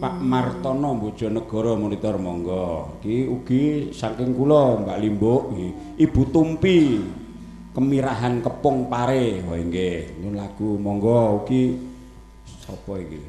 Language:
Javanese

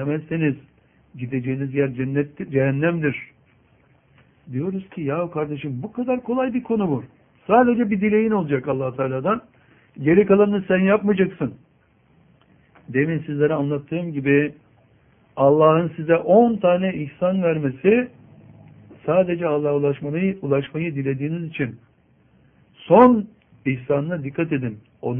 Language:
Turkish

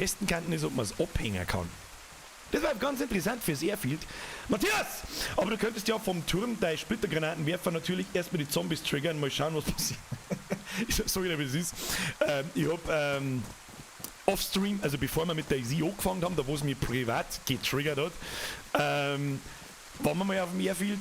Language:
Bavarian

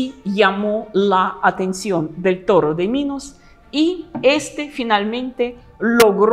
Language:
Spanish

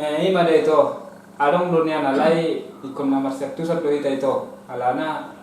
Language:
Batak Toba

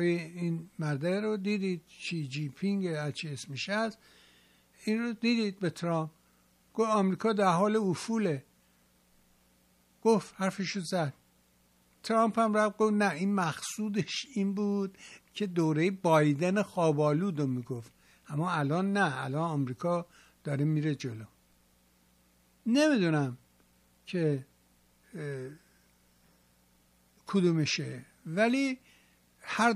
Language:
Persian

